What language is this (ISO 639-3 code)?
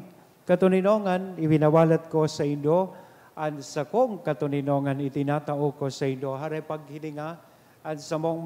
bik